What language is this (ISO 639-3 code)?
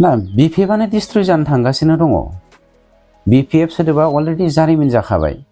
brx